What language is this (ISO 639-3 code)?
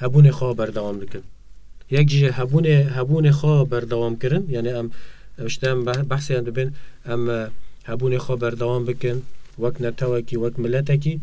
kur